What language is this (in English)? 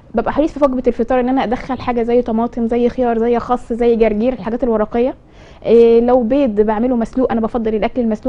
Egyptian Arabic